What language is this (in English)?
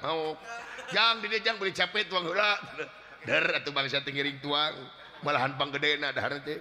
Sundanese